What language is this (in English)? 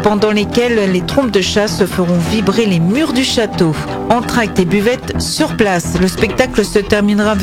French